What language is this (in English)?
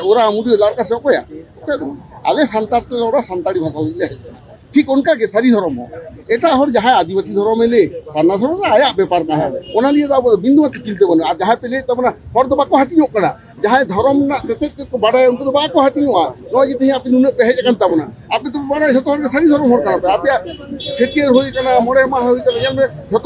Santali